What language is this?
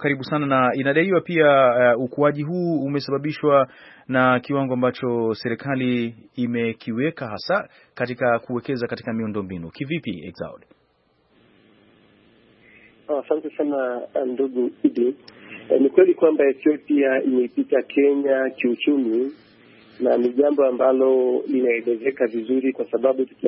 Swahili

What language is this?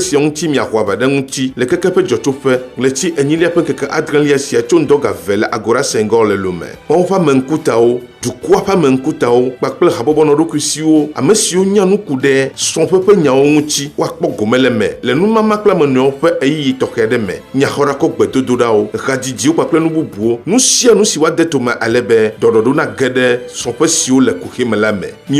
Ewe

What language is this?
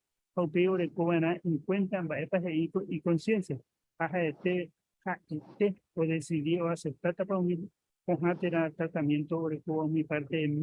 Guarani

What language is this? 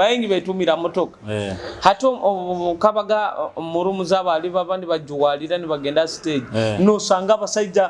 Nyoro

